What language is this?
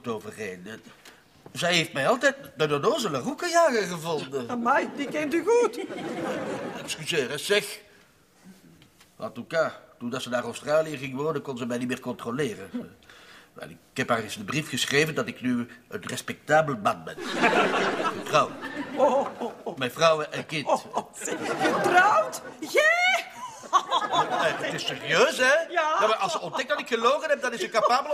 Dutch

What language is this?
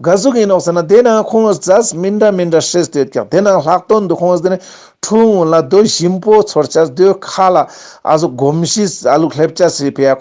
Ladakhi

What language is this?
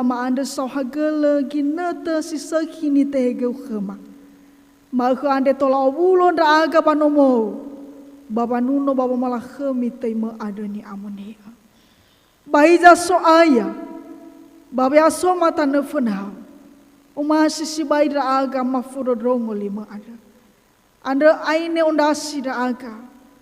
Nias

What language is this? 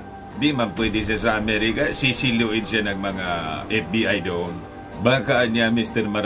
Filipino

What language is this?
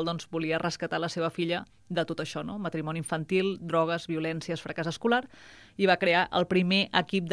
Catalan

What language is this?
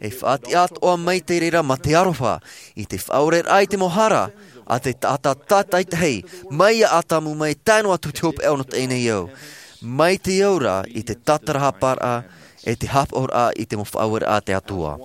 Tahitian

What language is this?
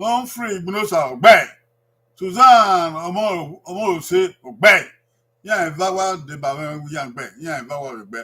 Bini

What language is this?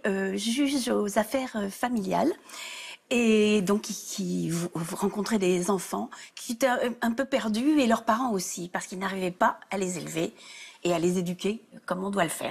French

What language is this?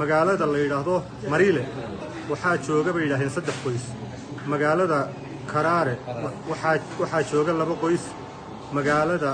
Somali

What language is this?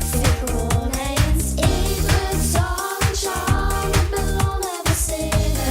Limburgish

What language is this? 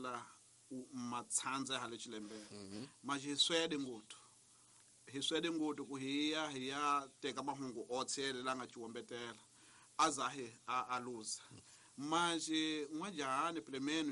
Tsonga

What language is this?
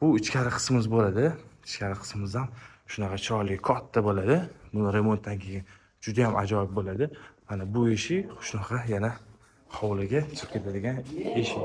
Uzbek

